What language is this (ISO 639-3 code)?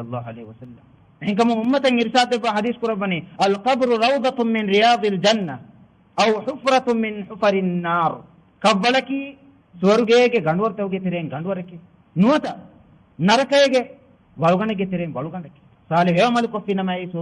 div